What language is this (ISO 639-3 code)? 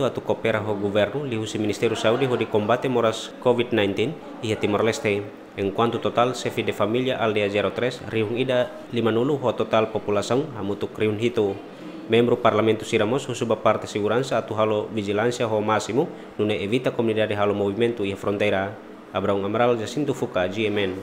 tet